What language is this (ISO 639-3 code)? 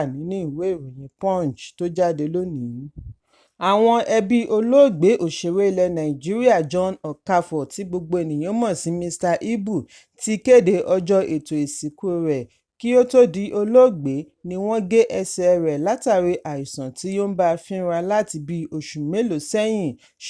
yor